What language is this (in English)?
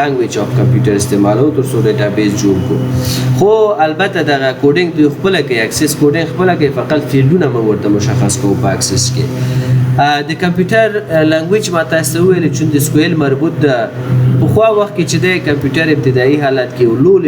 Pashto